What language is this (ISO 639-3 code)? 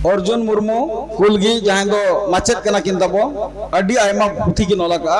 sat